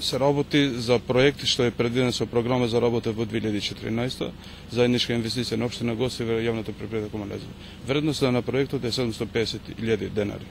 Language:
Macedonian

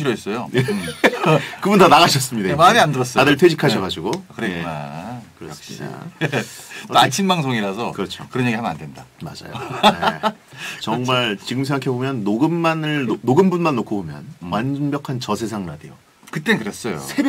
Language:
Korean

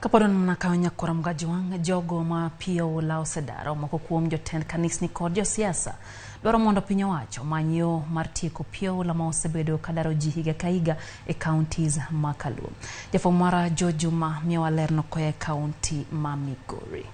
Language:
Luo (Kenya and Tanzania)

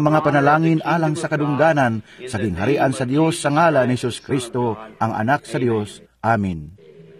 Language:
Cebuano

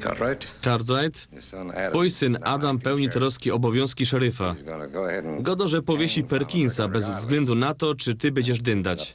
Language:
Silesian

